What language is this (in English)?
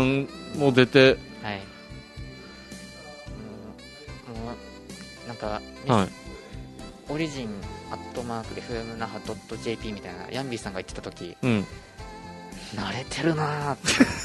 Japanese